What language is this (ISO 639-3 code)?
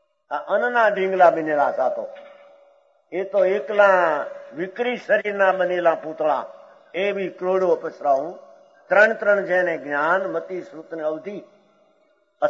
guj